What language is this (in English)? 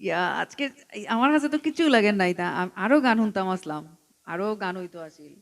Sylheti